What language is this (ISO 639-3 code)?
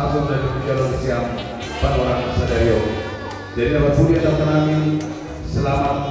bts